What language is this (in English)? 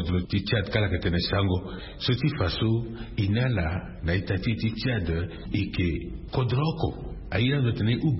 Sango